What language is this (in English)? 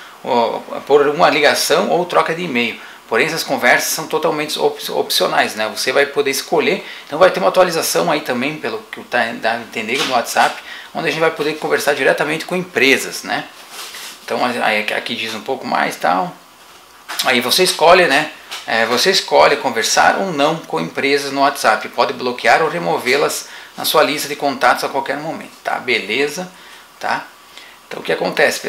Portuguese